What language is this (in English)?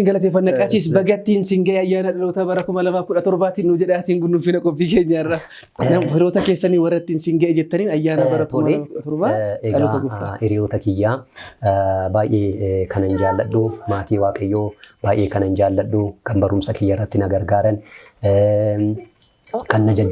Oromo